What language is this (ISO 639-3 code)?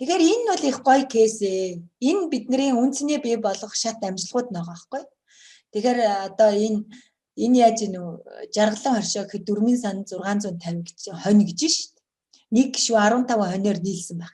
mon